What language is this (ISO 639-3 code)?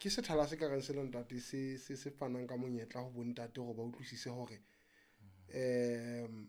sot